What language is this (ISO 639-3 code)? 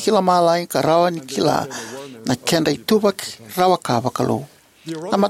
fij